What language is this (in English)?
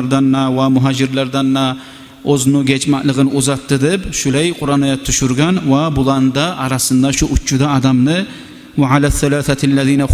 Kumyk